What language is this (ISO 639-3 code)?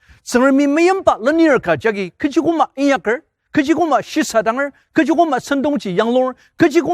njo